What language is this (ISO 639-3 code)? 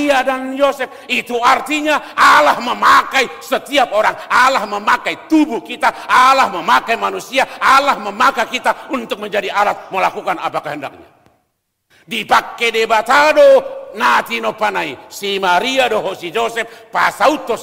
bbc